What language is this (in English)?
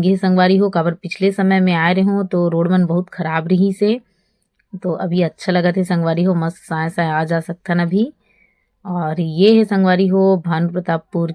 Chhattisgarhi